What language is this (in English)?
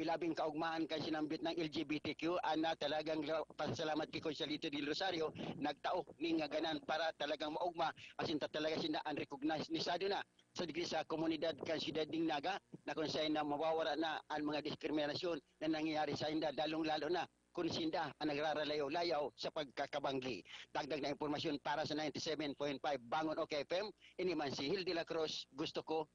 Bikol